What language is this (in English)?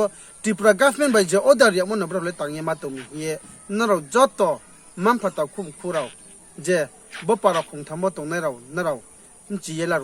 Riang (India)